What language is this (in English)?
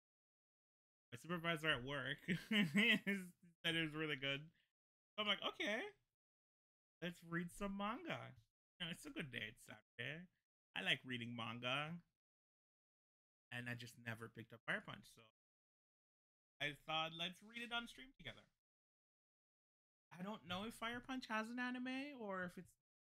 English